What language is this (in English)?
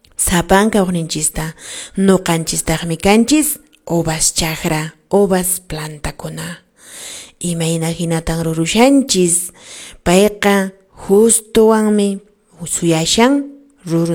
Quechua